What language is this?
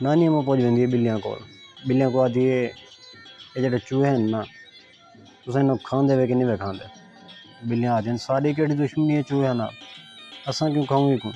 Saraiki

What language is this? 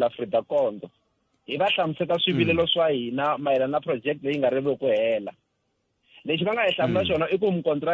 Tsonga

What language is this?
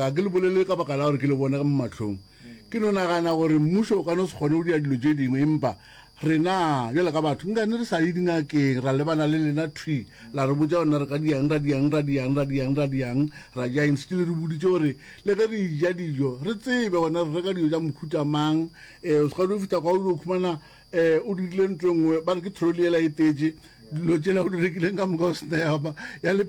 Northern Sotho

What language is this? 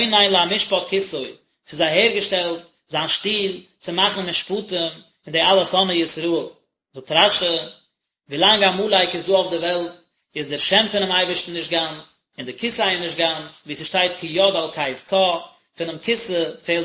Yiddish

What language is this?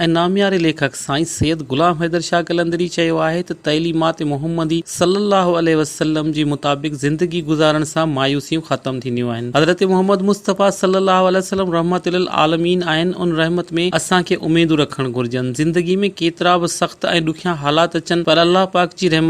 Sindhi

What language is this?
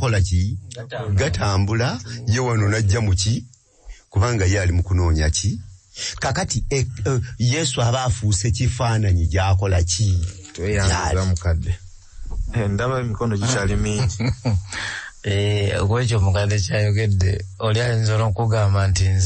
Ganda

